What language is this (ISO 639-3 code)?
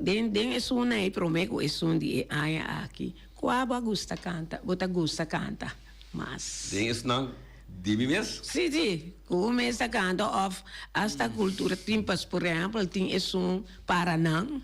pap